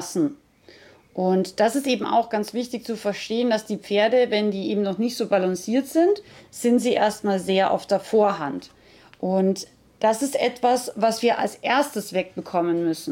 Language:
German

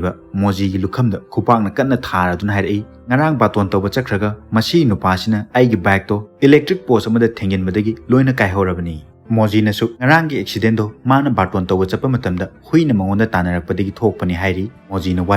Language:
Manipuri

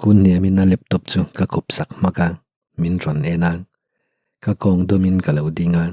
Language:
Mizo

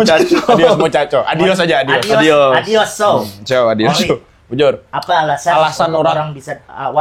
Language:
Banjar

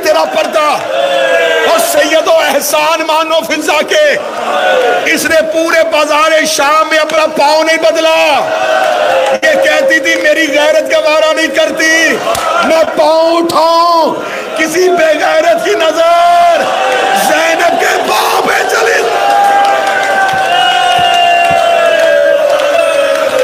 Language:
Urdu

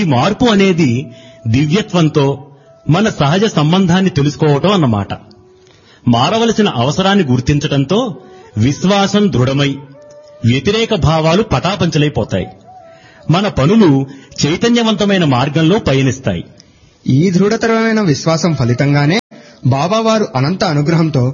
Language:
Telugu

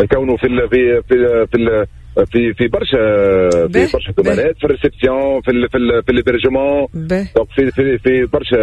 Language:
Tunisian Arabic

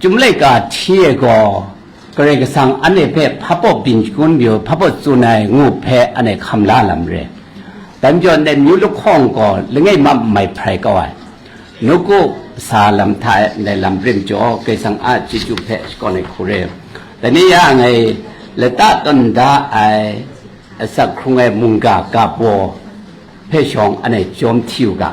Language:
Kachin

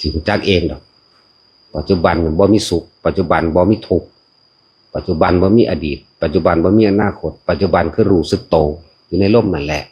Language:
Northeastern Thai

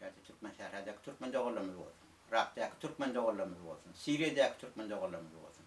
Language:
Turkmen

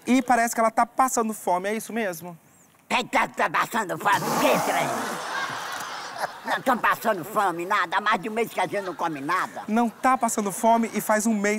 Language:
Portuguese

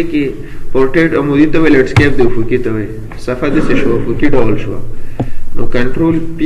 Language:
Pashto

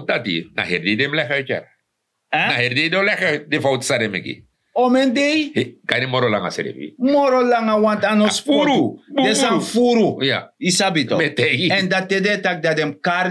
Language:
Sranan Tongo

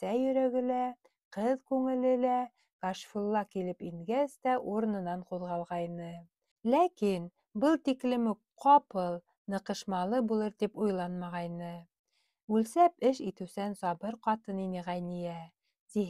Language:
Bashkir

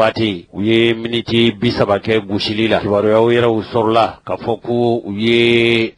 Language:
Bambara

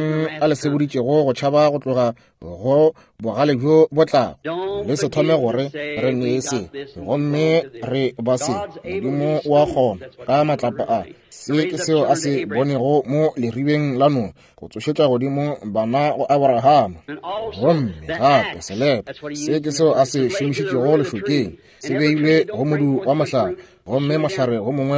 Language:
Northern Sotho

